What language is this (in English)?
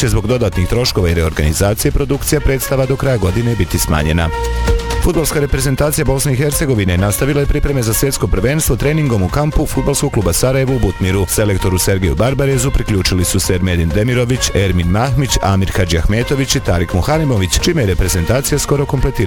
Bosnian